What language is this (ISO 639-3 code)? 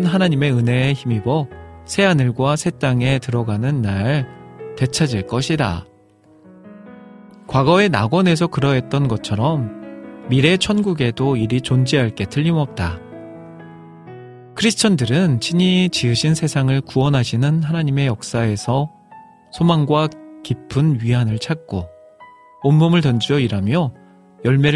kor